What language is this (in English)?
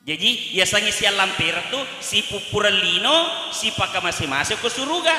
Buginese